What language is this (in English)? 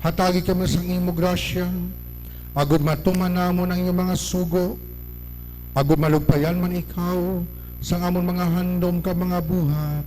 Hiligaynon